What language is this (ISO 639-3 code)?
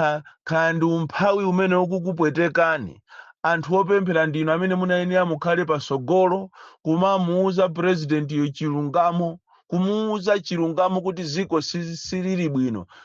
nya